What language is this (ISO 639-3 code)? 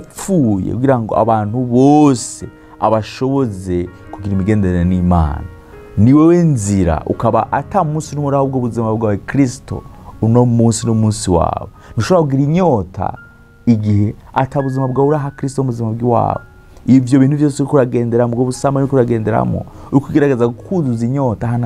run